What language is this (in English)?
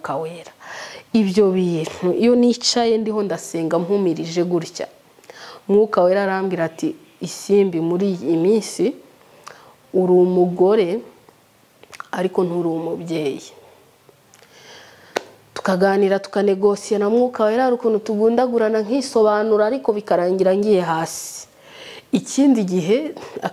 Kinyarwanda